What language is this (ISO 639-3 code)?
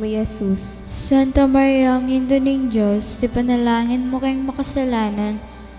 pam